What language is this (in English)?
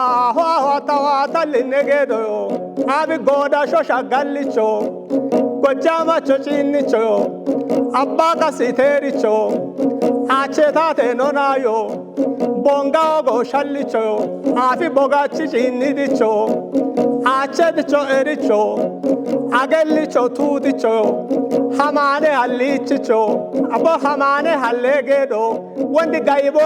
Kafa